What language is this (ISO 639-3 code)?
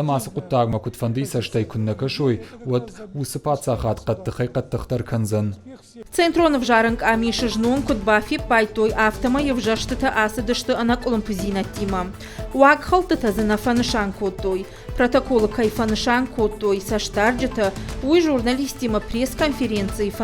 oss